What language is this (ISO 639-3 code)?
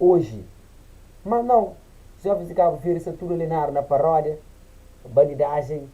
kea